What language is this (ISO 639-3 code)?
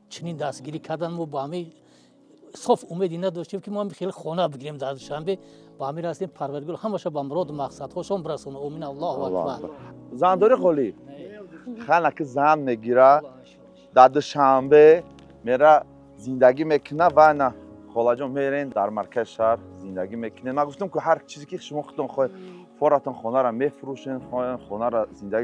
tgk